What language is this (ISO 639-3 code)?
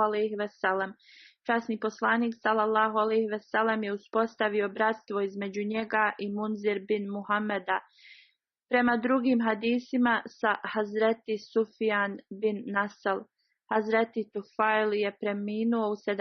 bos